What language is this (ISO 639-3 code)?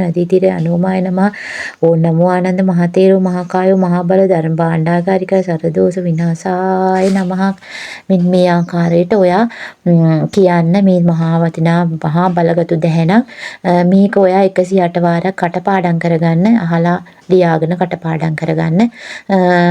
sin